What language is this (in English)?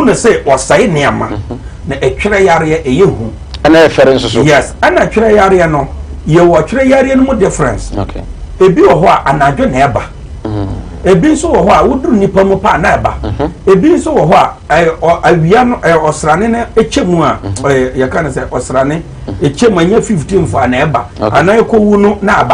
Akan